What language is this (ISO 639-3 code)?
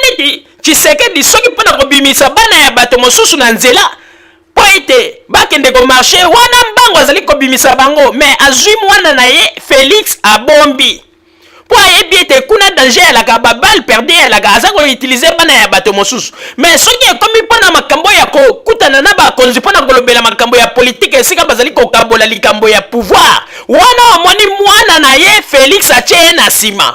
lin